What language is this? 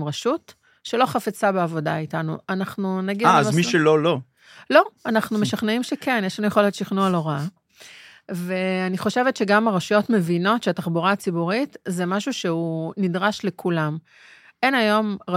Hebrew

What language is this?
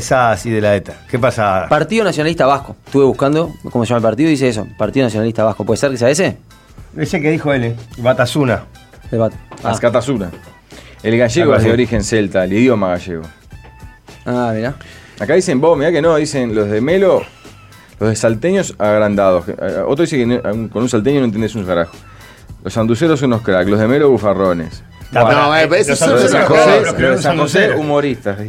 Spanish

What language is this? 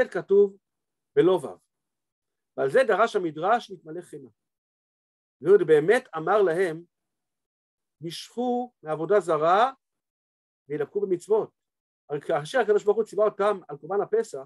Hebrew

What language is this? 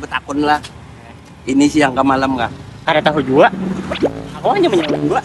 Banjar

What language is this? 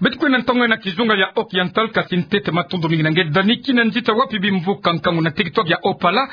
Kituba (Democratic Republic of Congo)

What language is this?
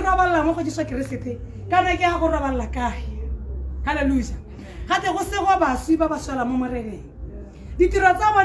Tswana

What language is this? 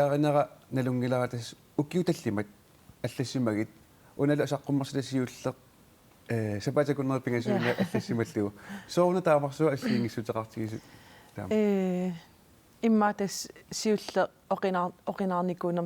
Kalaallisut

